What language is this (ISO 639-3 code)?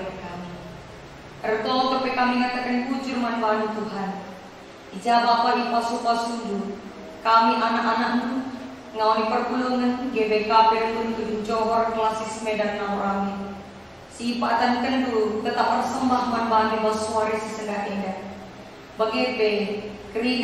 btx